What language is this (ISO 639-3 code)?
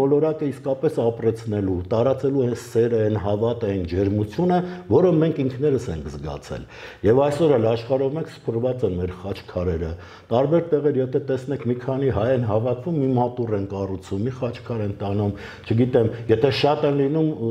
hye